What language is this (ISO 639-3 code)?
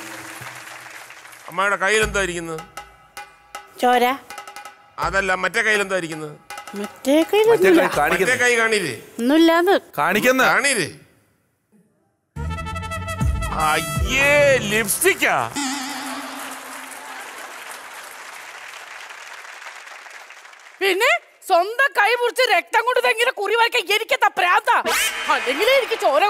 mal